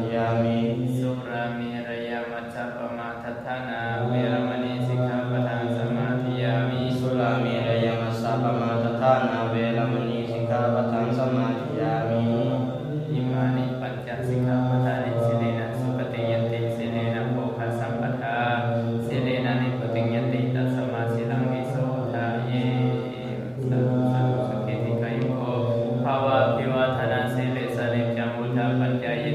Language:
Pali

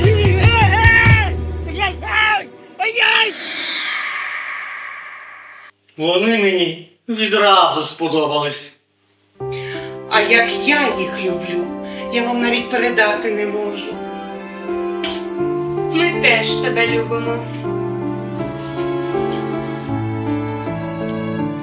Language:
Ukrainian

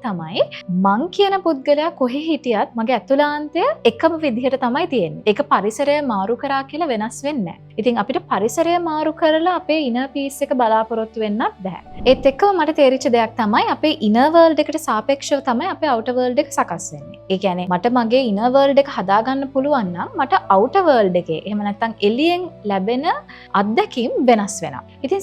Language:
Sinhala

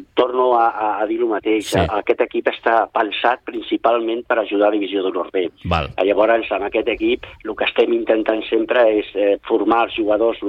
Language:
Catalan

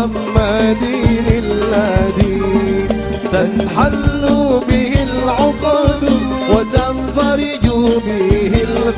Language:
Madurese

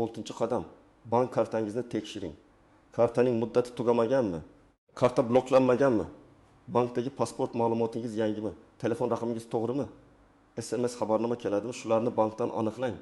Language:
Uzbek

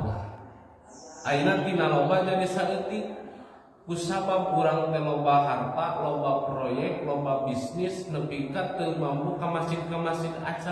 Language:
Sundanese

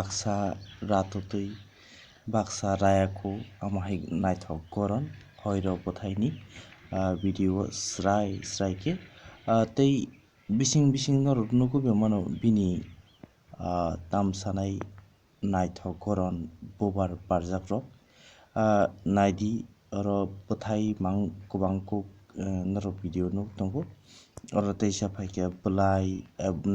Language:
Kok Borok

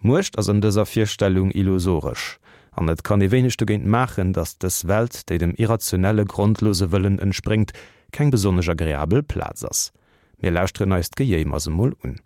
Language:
Luxembourgish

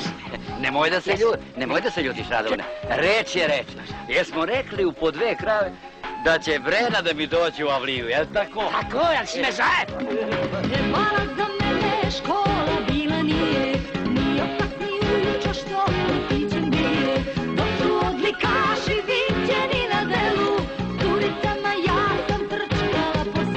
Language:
Serbian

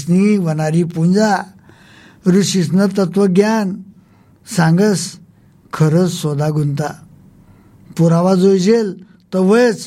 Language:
Marathi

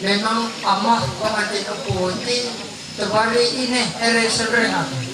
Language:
Ma'anyan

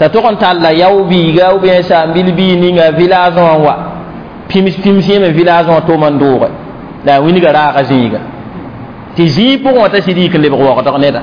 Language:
Mossi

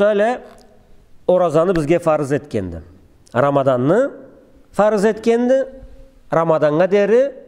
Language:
Karachay-Balkar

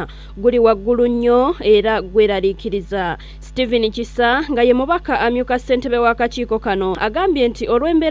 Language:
Ganda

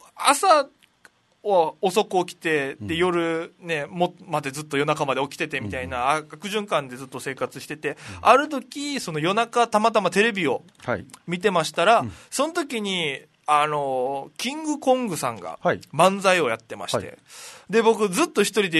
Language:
Japanese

